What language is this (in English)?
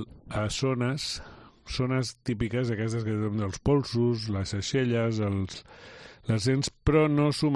Catalan